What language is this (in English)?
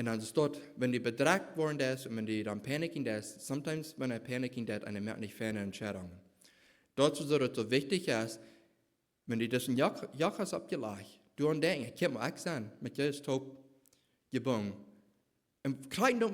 Plautdietsch